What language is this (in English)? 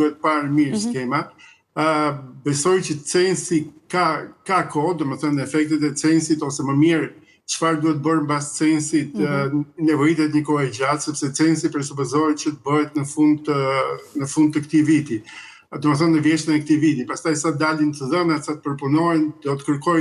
Albanian